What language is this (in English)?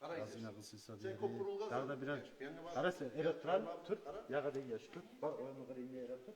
Kumyk